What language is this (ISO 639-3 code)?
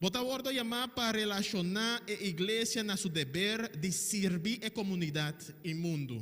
pap